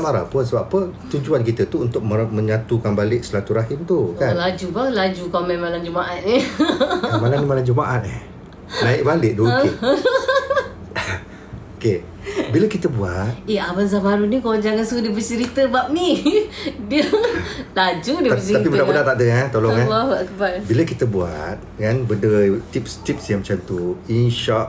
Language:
Malay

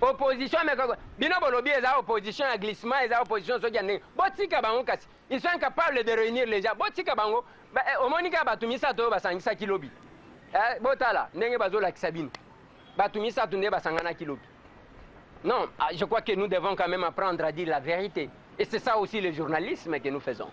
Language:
Lingala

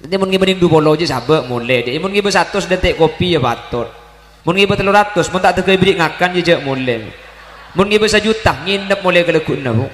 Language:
Madurese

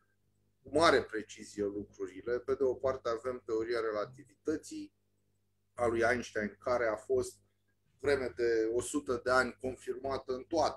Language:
Romanian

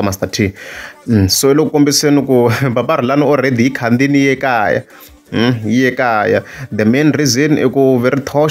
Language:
Tsonga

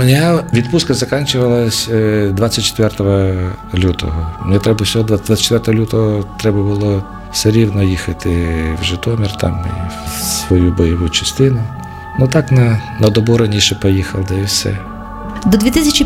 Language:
Ukrainian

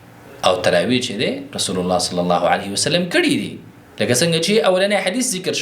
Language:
Pashto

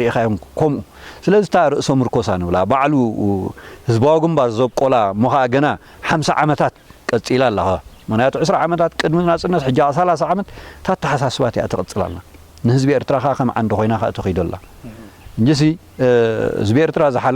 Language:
Tigrinya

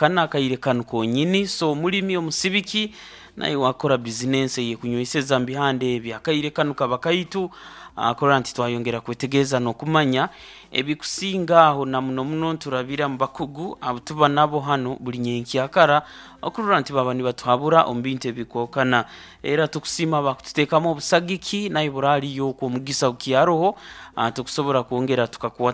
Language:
Nyoro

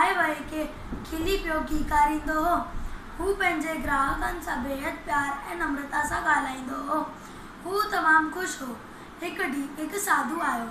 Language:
Sindhi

